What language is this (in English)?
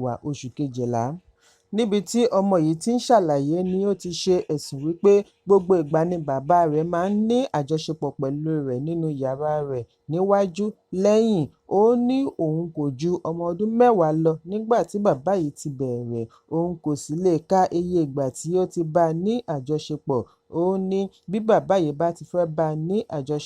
Yoruba